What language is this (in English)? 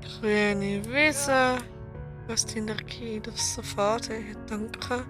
Swiss German